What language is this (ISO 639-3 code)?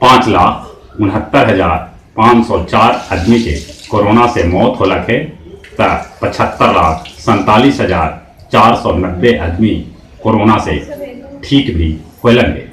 mag